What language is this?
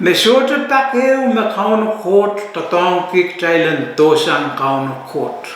Pohnpeian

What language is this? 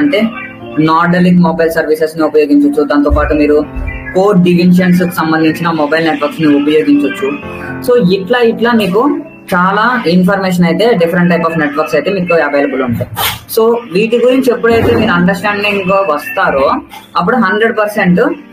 Telugu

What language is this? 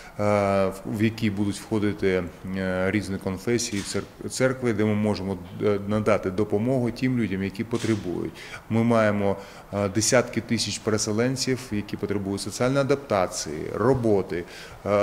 Ukrainian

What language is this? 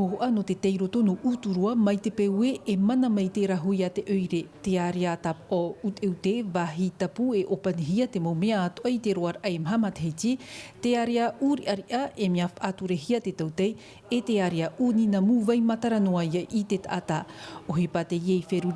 Tahitian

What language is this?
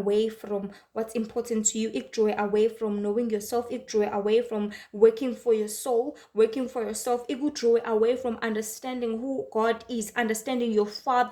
Zulu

